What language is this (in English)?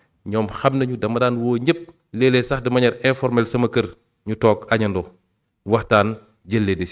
Wolof